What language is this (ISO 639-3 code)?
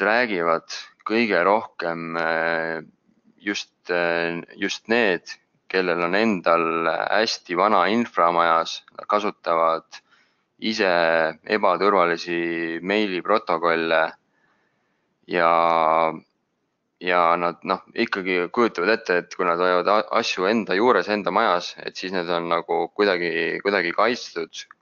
est